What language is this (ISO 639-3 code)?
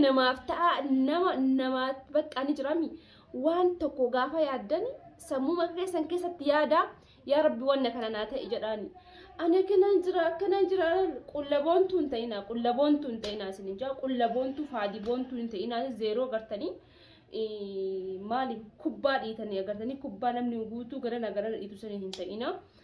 orm